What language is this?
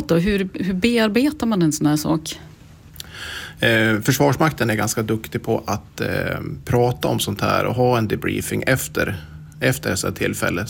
Swedish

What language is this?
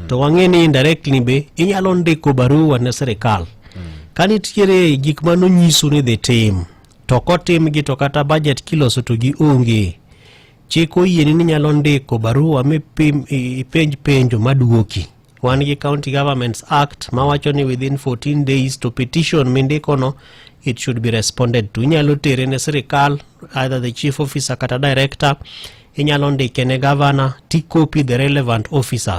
Luo (Kenya and Tanzania)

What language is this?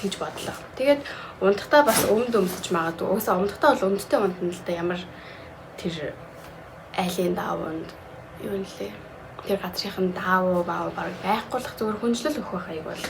Mongolian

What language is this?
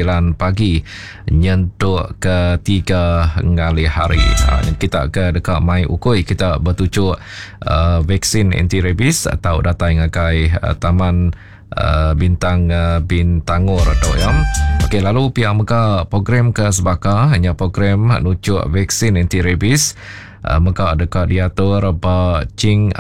Iban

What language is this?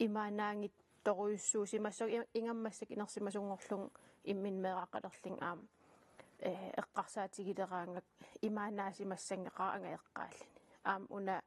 Kalaallisut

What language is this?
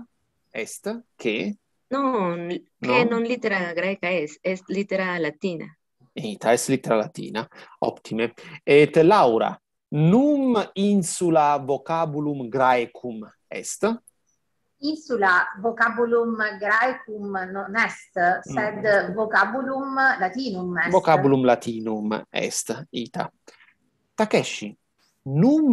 Latin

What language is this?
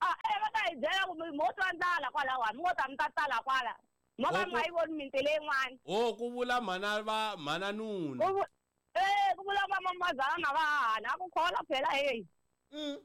Tsonga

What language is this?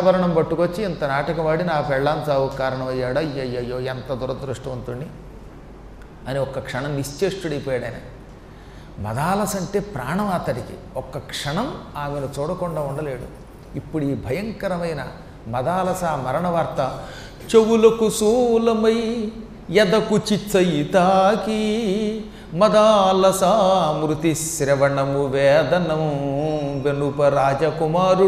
Telugu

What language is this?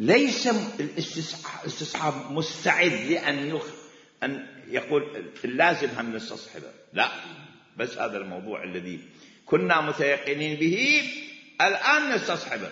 Mesopotamian Arabic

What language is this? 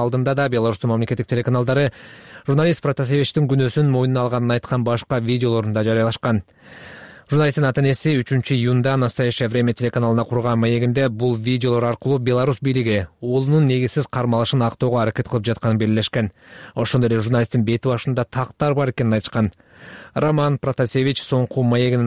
Kyrgyz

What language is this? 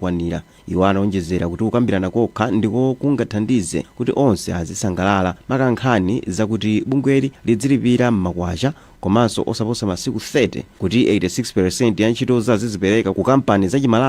Nyanja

